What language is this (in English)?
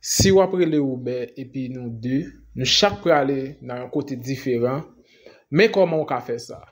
Haitian Creole